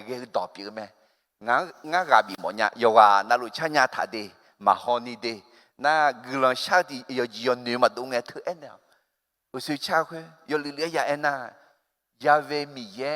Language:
Akha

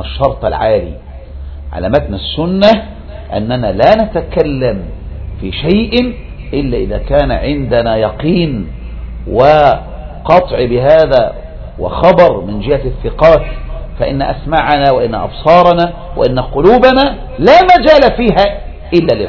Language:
Arabic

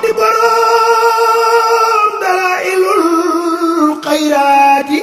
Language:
Wolof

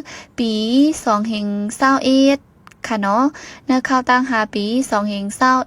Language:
Shan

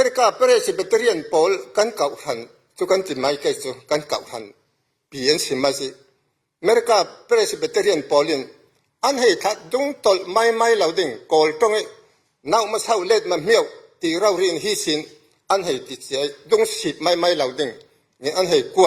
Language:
Falam Chin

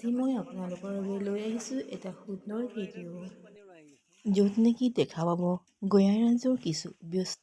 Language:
Assamese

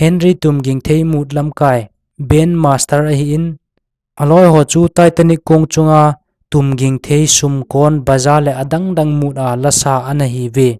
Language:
Thado Chin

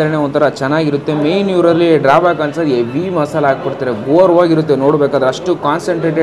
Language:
Kannada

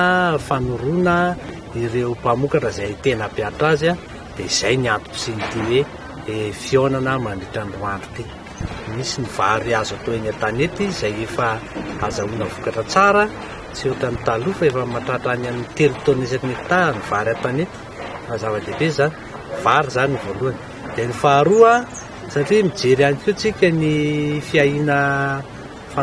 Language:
Malagasy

